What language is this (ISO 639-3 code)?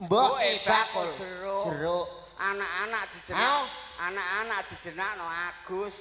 jav